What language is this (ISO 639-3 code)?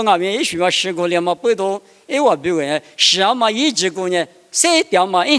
lis